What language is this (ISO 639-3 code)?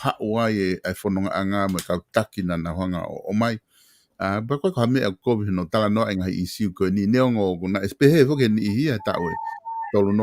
ton